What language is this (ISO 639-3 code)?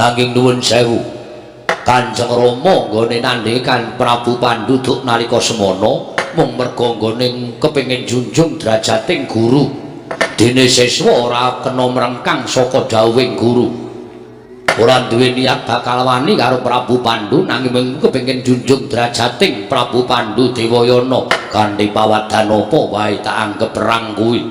jav